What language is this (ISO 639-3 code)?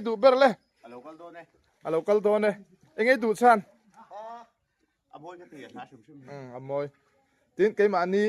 lus